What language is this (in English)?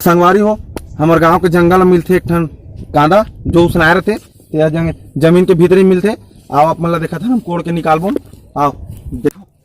Chhattisgarhi